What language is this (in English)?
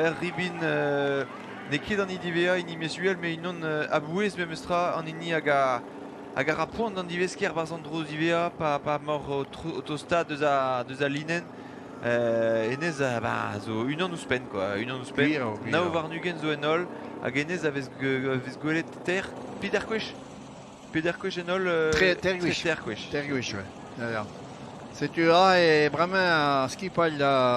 Breton